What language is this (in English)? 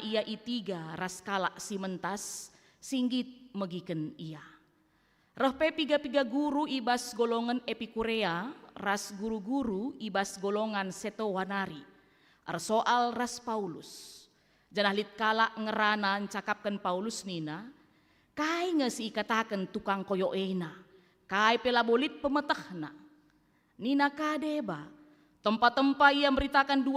Batak Karo